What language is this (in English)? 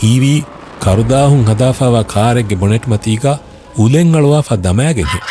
Divehi